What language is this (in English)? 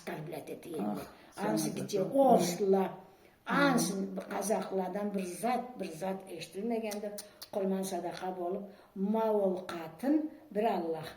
Karachay-Balkar